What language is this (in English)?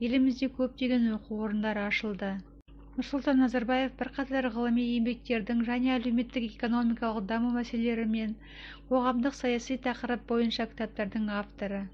Kazakh